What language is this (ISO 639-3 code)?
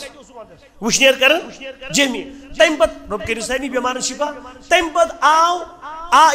kas